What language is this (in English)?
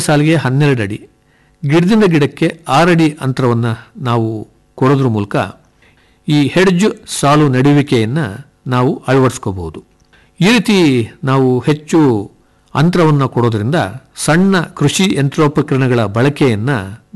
Kannada